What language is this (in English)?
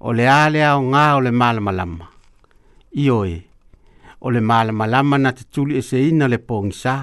Samoan